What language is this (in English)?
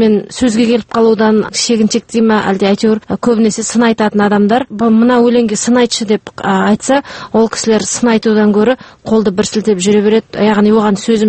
Kazakh